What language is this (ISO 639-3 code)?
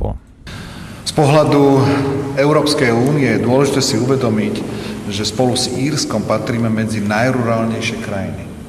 slk